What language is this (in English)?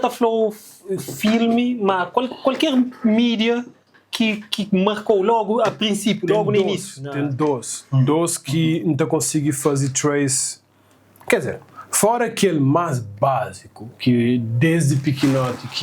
Kabuverdianu